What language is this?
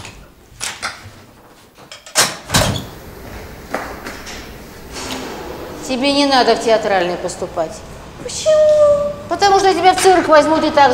Russian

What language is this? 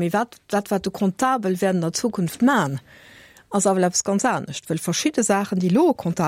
Luxembourgish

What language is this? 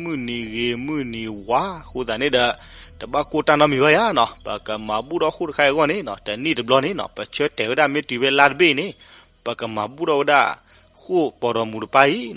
S'gaw Karen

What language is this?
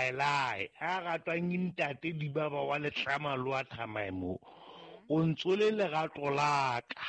Southern Sotho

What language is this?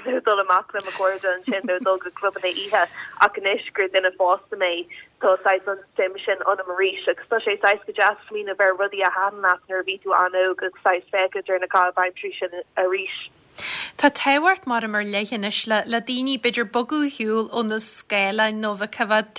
Irish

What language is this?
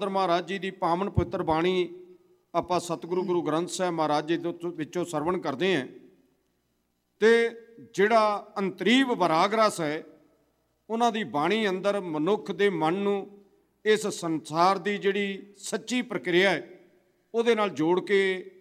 Punjabi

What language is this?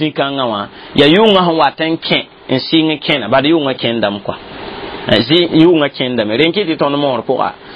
Mossi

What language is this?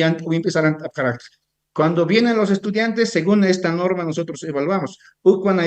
Aymara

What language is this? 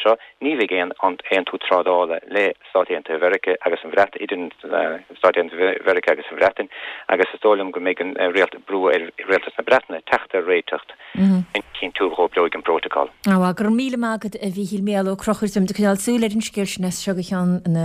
Irish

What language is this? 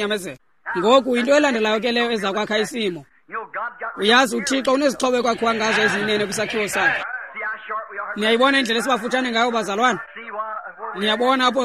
Xhosa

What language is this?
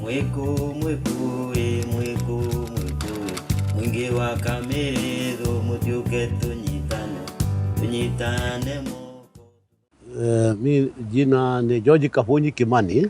Kikuyu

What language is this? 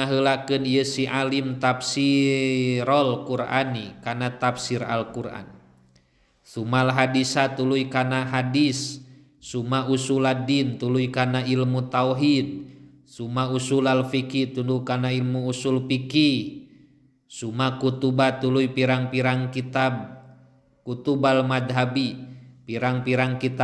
Sundanese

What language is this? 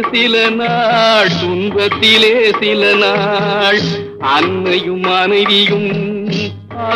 Tamil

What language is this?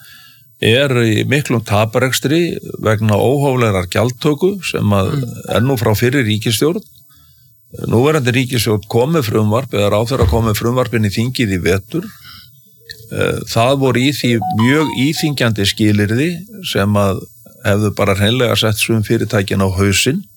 Icelandic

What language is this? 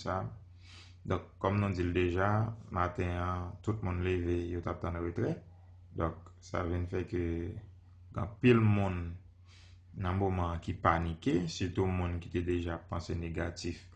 Haitian Creole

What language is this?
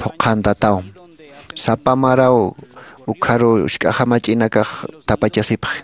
Aymara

